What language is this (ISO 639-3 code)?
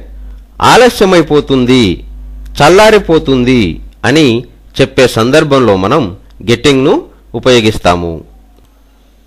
tel